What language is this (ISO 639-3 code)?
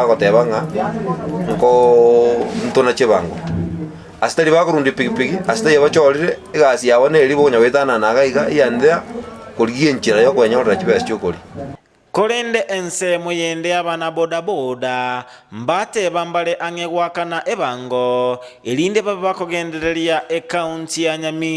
guz